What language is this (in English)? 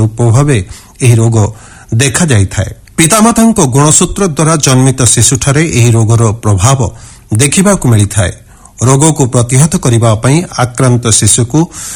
Odia